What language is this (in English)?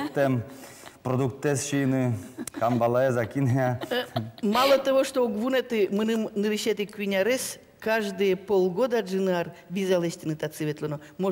Udmurt